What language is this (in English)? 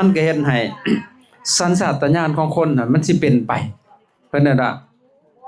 Lao